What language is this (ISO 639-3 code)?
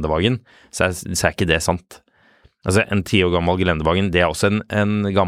nor